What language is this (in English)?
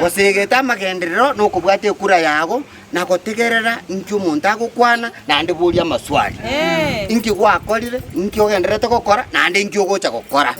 Gusii